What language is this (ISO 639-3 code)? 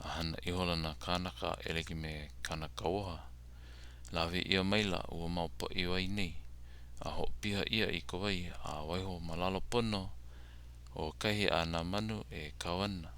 haw